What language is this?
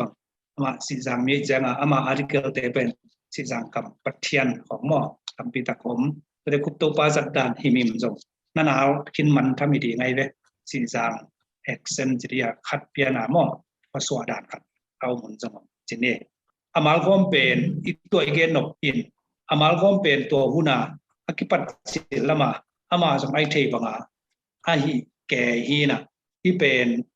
Tedim Chin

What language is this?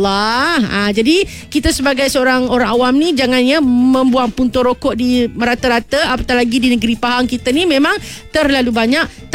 Malay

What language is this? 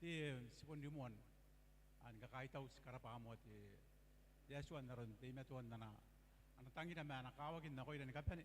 Gilbertese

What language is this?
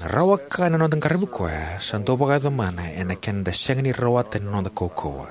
Fijian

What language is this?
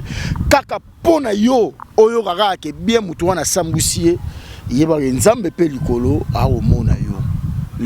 Lingala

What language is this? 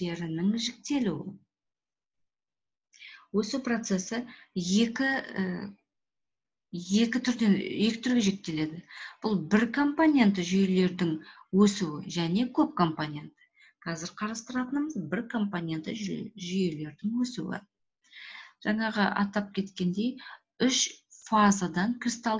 Kazakh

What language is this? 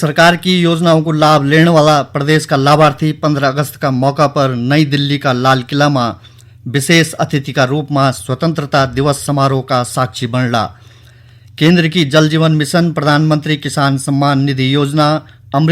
Garhwali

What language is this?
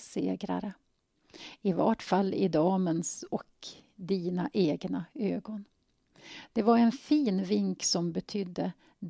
Swedish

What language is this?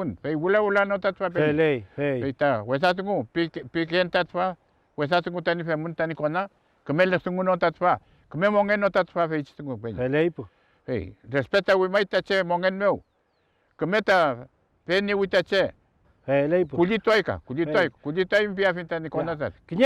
Mapuche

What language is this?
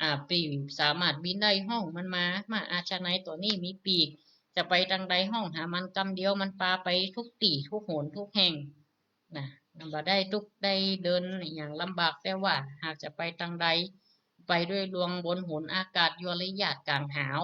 Northern Thai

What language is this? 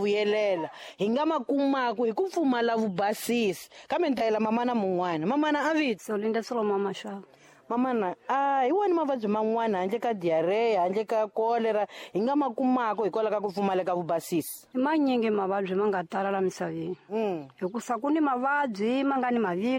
Tsonga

